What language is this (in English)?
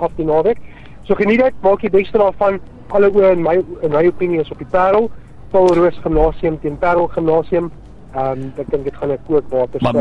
Afrikaans